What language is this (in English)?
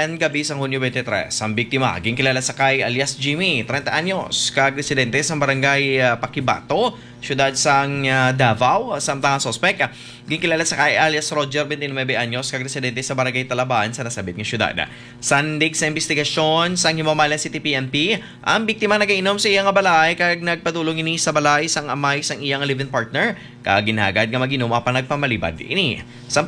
Hiligaynon